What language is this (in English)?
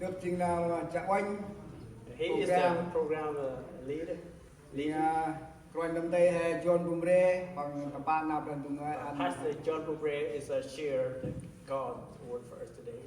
Central Mnong